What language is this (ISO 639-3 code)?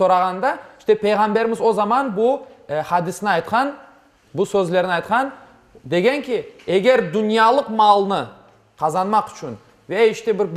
crh